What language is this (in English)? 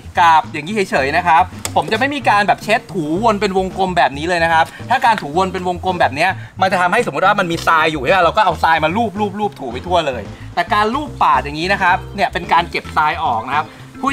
Thai